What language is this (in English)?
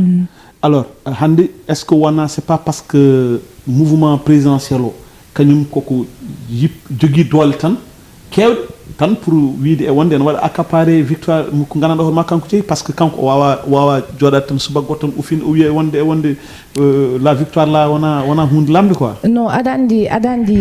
Fula